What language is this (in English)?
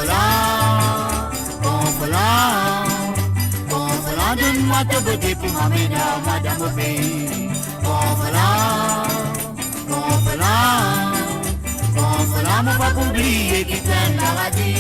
Morisyen